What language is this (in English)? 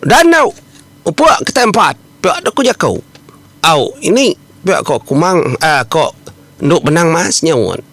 Iban